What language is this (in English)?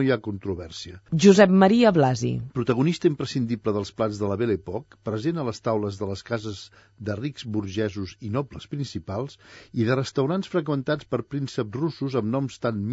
Catalan